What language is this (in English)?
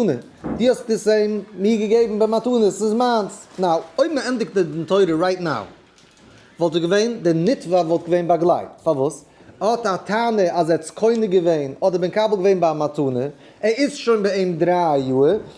Yiddish